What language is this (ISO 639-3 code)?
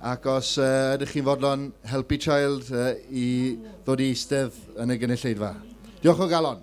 cym